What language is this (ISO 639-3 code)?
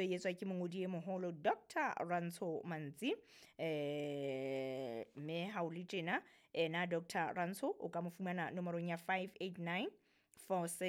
sot